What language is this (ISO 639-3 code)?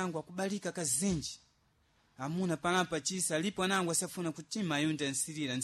seh